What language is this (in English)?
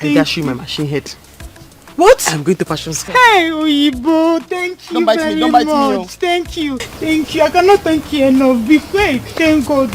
Nigerian Pidgin